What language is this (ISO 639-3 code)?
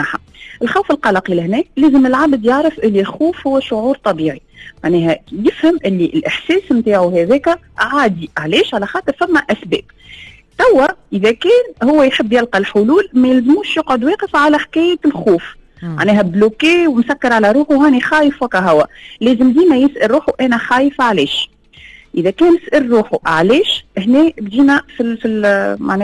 aeb